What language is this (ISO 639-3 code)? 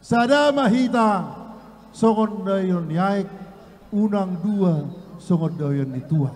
bbc